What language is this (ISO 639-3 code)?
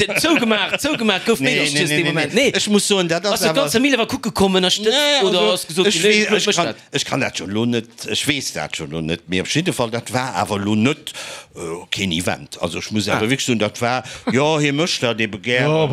ltz